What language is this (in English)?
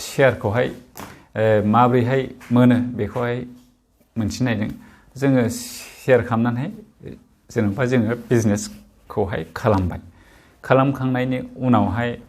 Bodo